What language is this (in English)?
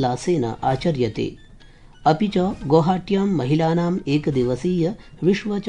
Sanskrit